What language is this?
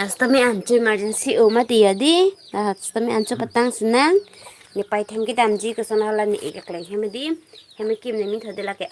Karbi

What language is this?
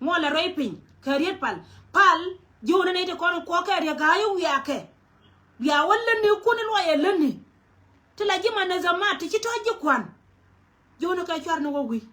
Nuer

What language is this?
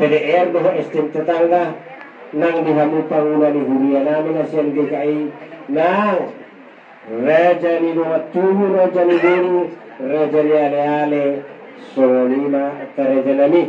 Batak Toba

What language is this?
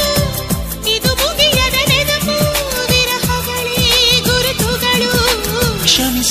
Kannada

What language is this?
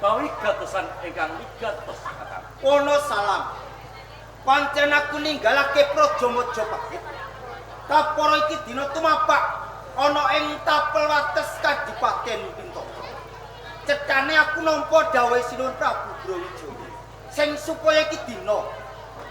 Javanese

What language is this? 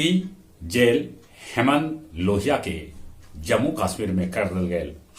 Magahi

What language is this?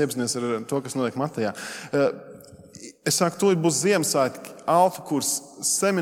Latvian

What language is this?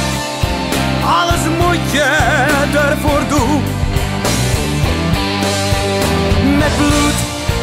Dutch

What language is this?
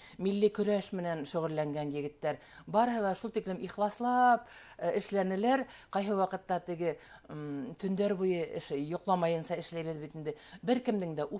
Bashkir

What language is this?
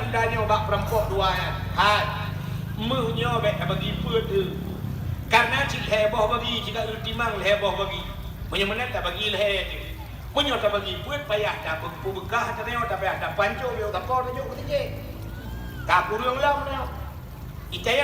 Achinese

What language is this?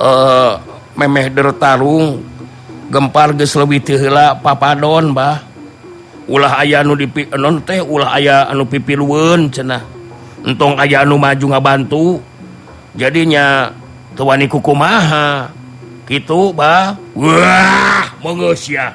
Sundanese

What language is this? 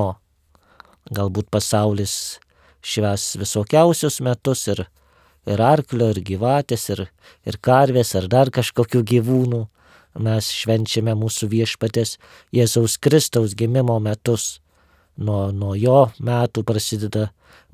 Lithuanian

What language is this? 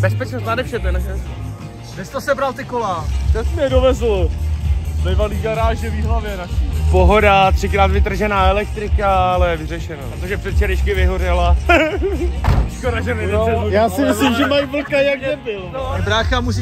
Czech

